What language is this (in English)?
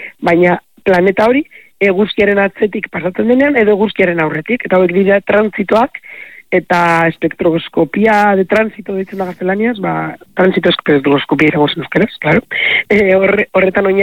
Basque